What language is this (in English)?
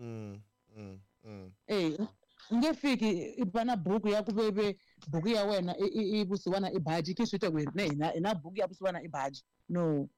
Tsonga